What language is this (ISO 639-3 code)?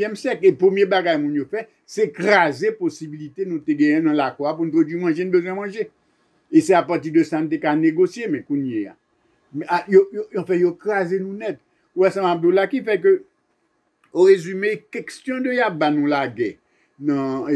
hat